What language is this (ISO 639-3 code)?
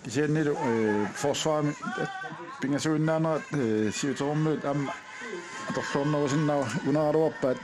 kal